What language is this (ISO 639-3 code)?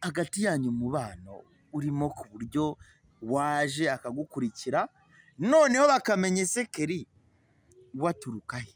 kin